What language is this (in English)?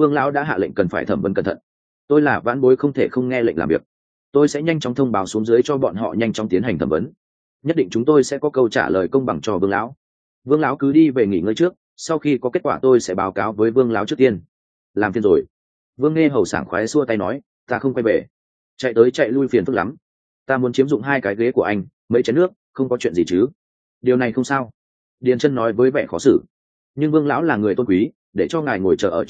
Vietnamese